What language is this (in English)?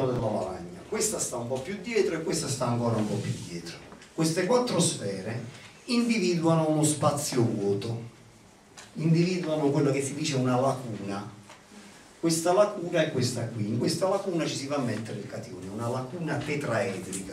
Italian